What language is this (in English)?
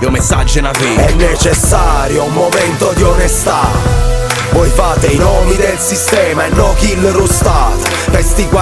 Neapolitan